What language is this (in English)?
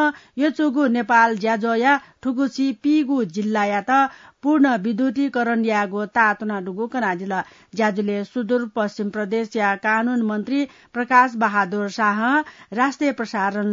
Newari